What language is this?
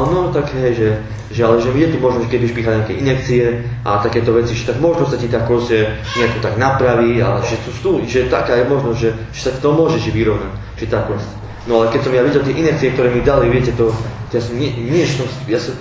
Slovak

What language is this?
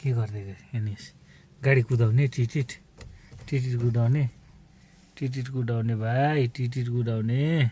Nepali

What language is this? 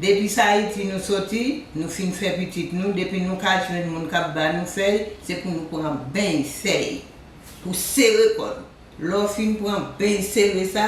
Haitian Creole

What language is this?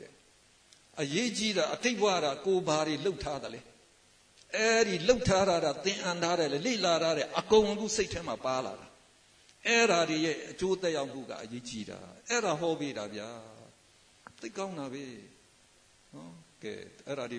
Burmese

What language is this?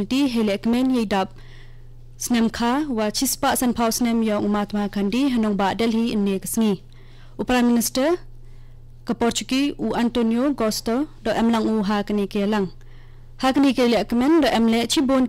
Khasi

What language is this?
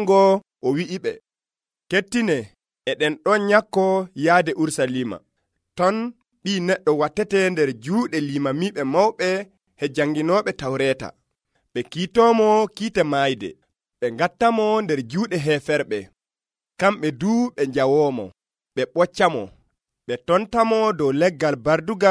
Nigerian Fulfulde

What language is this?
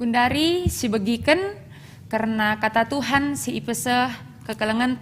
Batak Karo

